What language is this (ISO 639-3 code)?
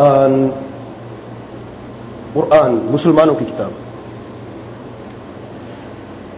urd